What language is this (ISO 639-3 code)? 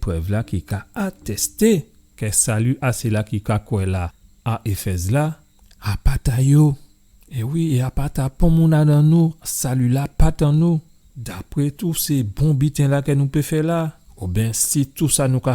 gcf